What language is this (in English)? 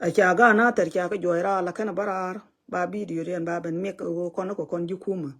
Nuer